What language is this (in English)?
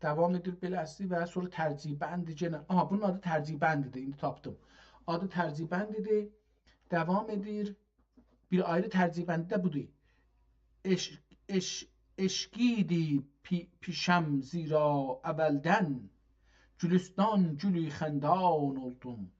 South Azerbaijani